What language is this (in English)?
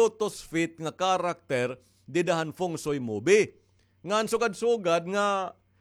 Waray